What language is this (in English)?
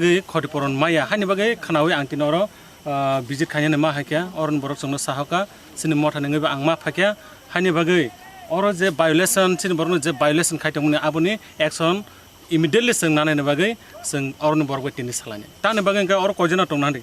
Kok Borok